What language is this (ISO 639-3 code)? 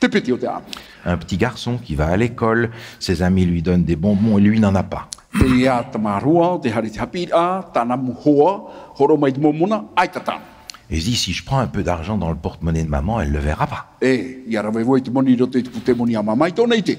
tah